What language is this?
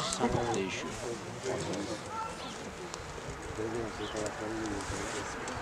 Turkish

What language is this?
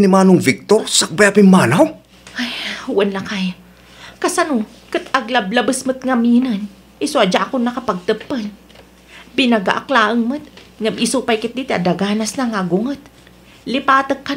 Iloko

